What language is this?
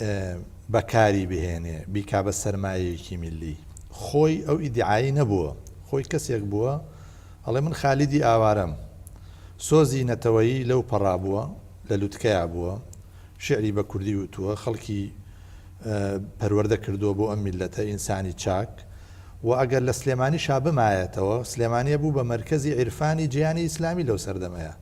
Central Kurdish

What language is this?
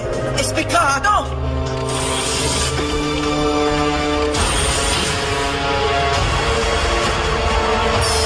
French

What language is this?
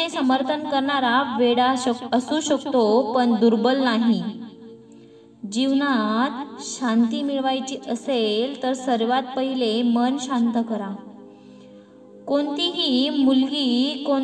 Marathi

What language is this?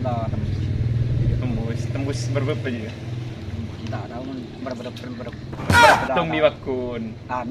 Madurese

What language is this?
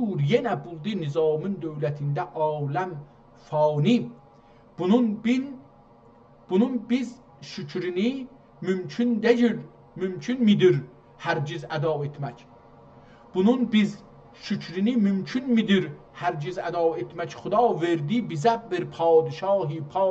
South Azerbaijani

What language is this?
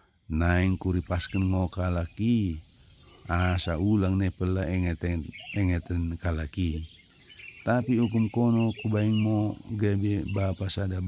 Batak Dairi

